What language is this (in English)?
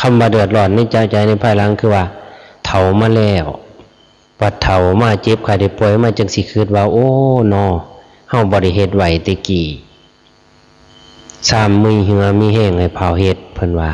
Lao